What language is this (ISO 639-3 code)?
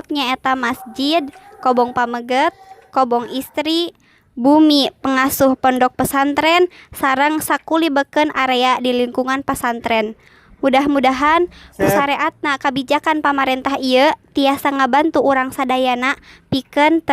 sun